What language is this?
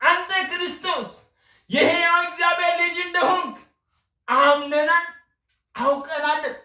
Amharic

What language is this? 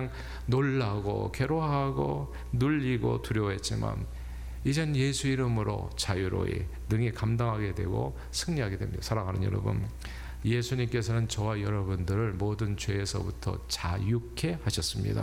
Korean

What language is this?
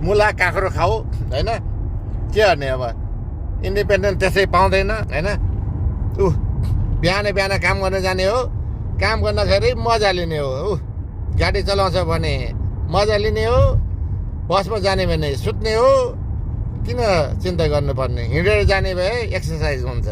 Nepali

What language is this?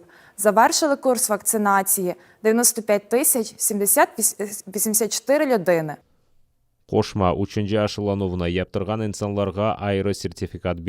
Crimean Tatar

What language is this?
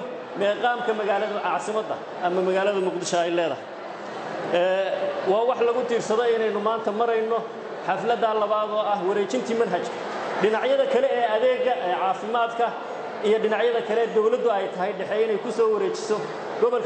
Somali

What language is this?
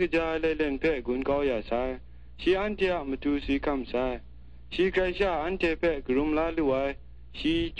Kachin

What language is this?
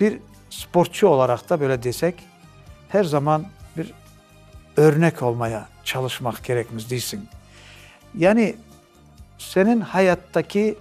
Crimean Tatar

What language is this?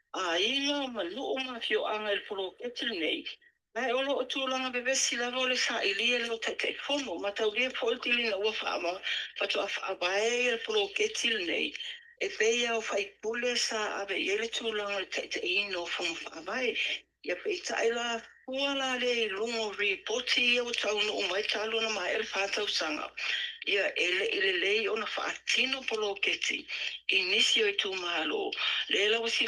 Samoan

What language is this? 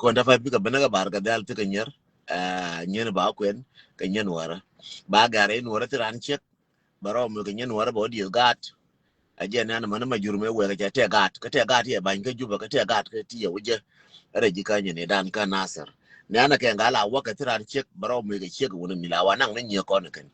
Nuer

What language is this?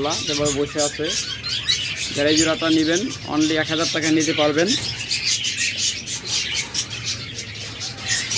Bangla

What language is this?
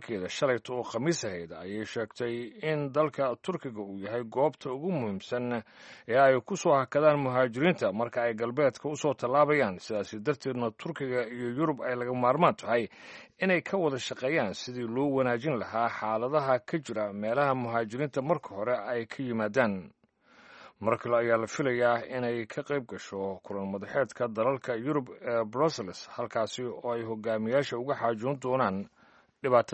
Somali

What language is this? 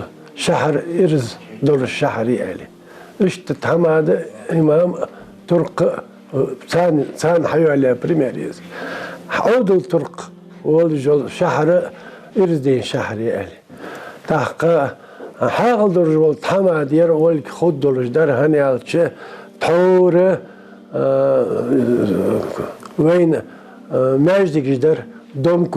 Ingush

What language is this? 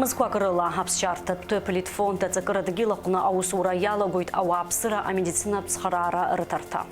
Abkhazian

